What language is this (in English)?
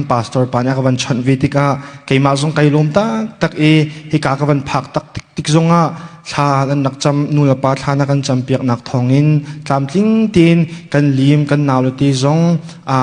Hakha Chin